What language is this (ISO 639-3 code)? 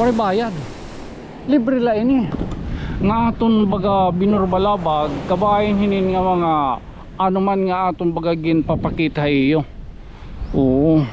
war